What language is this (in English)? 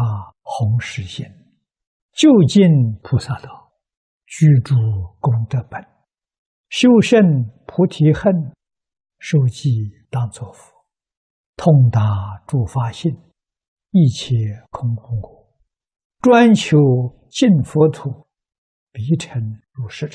Chinese